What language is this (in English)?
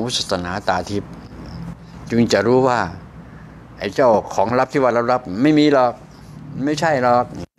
Thai